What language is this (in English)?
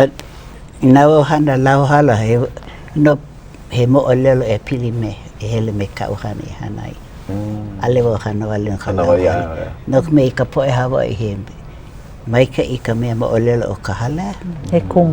Hawaiian